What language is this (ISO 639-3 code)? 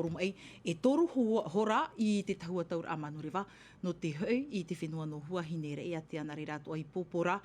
tah